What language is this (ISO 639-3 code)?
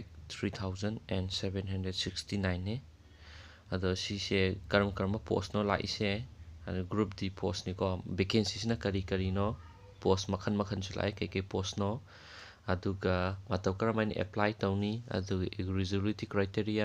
mni